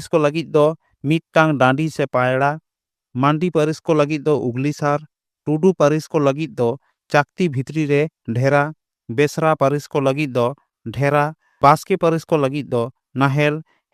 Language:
Santali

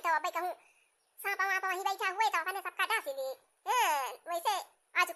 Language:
Awadhi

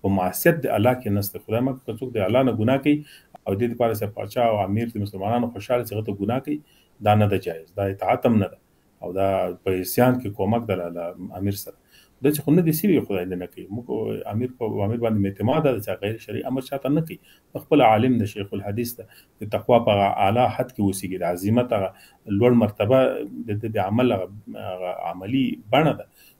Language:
Pashto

